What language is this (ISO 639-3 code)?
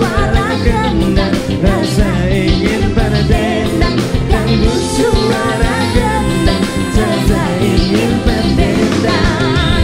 ind